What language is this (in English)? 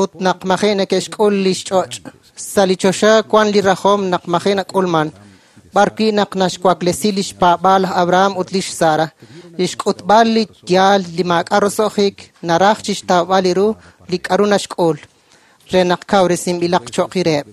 Kekchí